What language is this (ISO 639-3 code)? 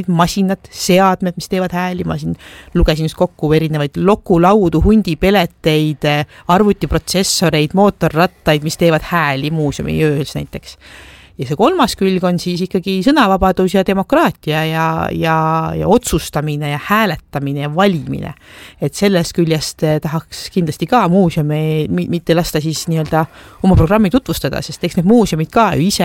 est